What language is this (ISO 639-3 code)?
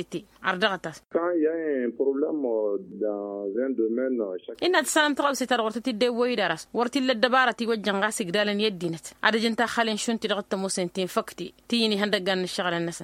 taq